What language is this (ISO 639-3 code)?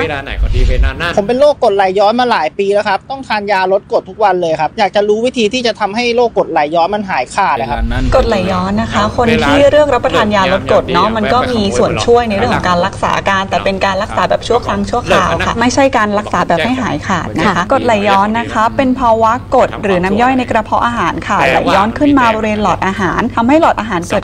tha